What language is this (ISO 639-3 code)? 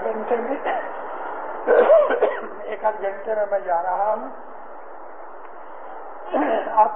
urd